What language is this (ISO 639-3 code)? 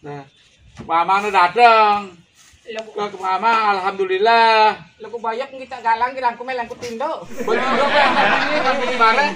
sas